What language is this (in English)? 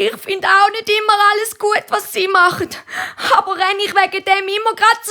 Swiss German